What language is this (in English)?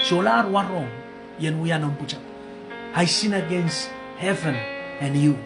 Pohnpeian